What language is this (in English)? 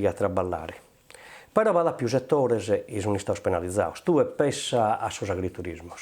Sardinian